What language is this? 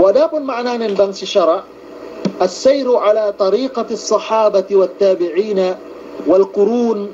Yakan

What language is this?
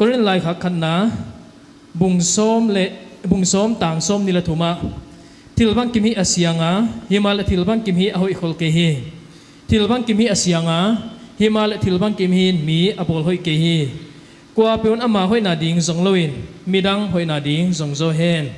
Paite Chin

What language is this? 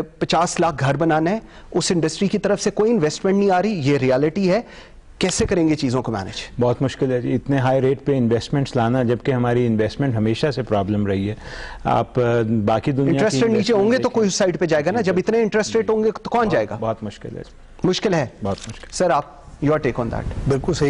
Urdu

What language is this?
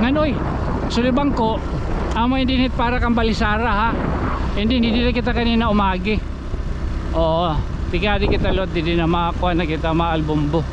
Waray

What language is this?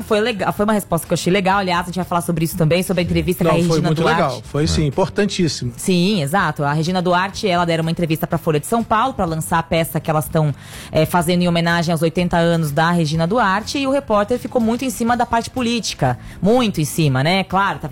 Portuguese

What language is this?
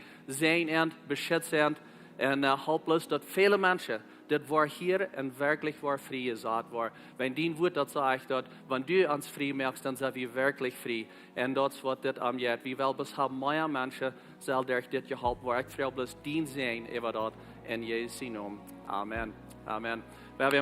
Plautdietsch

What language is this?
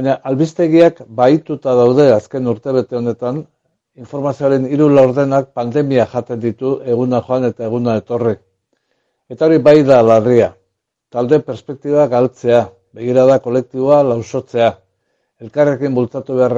Basque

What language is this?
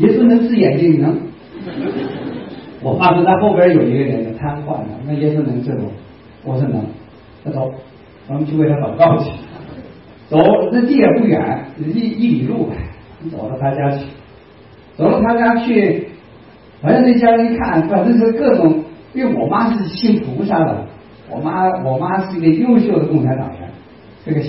Chinese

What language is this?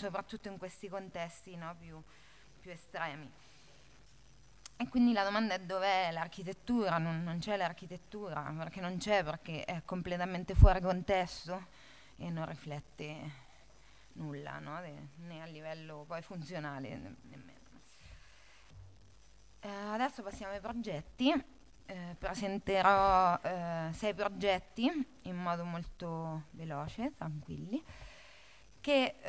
Italian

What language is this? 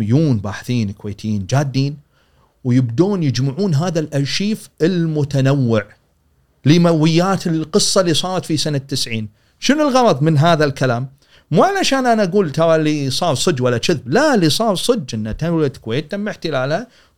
Gulf Arabic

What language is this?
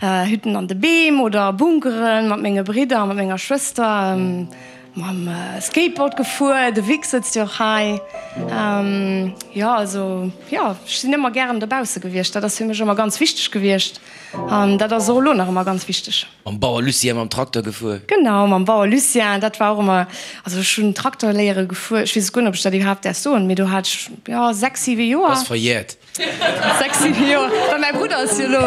Luxembourgish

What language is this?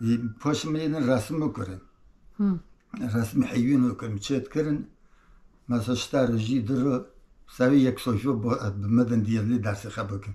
Kurdish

